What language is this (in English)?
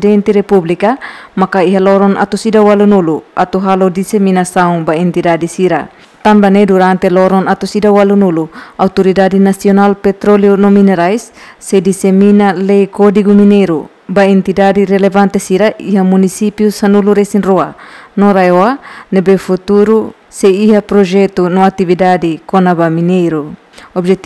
Tetum